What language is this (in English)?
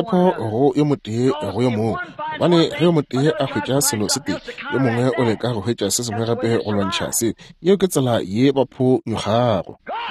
Northern Sotho